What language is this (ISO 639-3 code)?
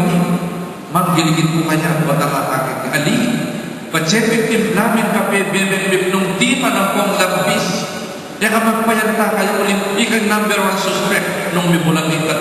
pam